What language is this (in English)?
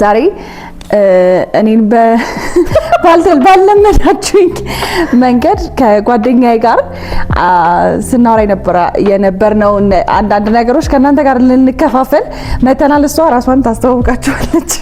Amharic